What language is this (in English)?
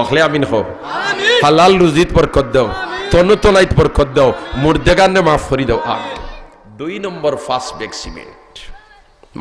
Sylheti